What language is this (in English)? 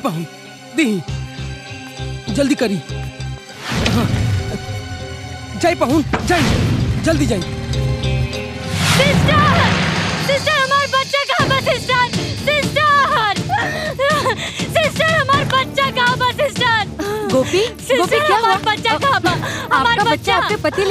Bhojpuri